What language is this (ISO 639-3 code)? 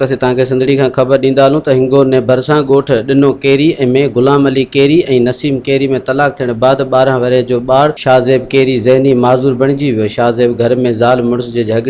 snd